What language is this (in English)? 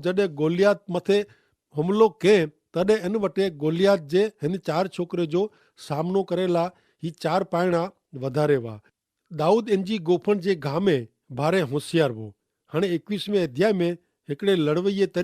Kachhi